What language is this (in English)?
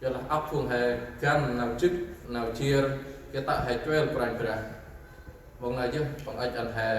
Central Mnong